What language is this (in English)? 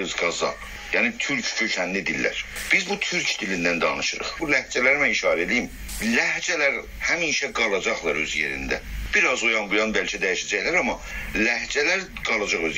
South Azerbaijani